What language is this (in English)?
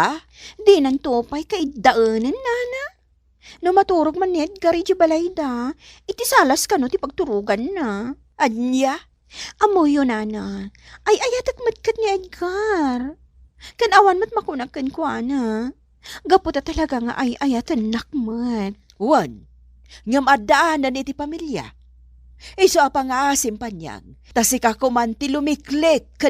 Iloko